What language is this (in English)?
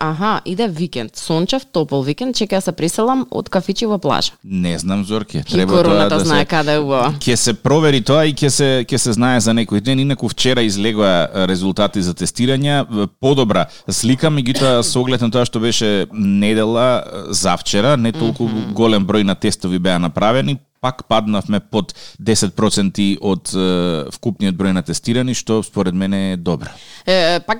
Macedonian